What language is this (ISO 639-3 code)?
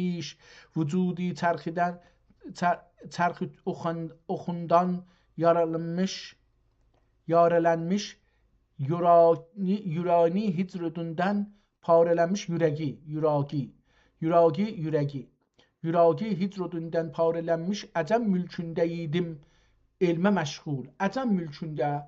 azb